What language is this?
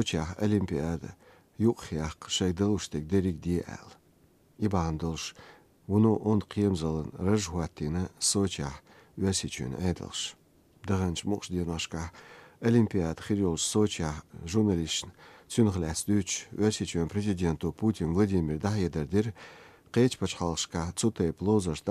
Chechen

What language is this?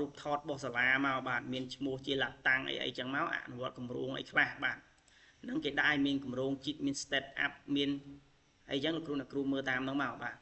Khmer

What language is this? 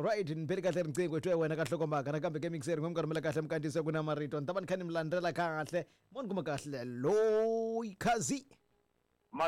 Tsonga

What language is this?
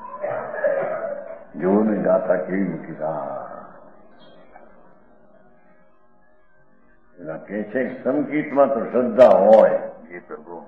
Gujarati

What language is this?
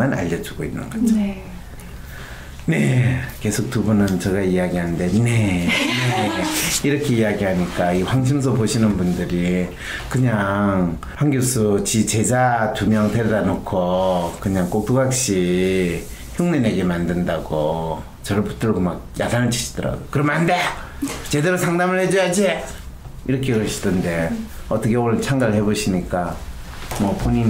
Korean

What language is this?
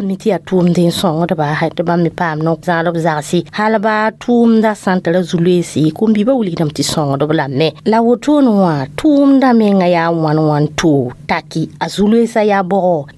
Mossi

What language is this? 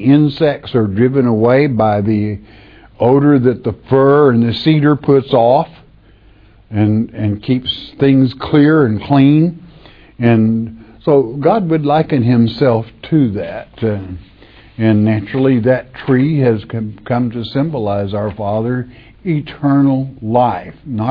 English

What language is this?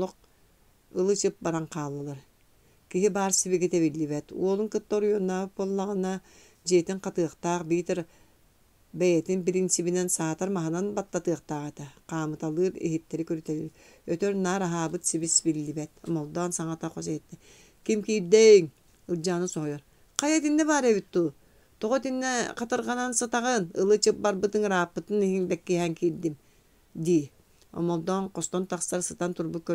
Yakut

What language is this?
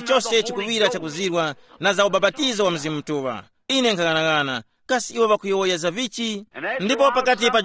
Tumbuka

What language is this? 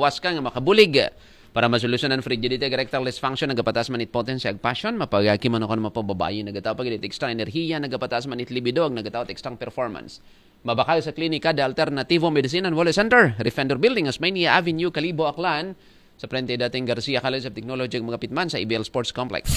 Aklanon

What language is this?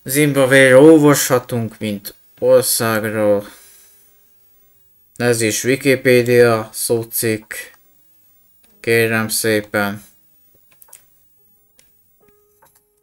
Hungarian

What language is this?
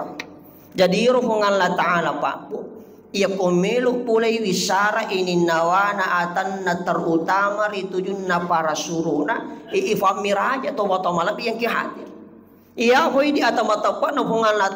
Buginese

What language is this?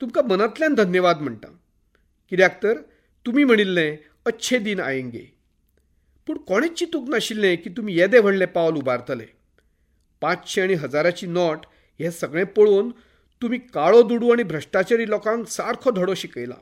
Konkani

